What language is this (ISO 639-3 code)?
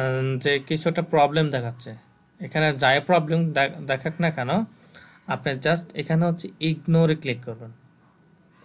ben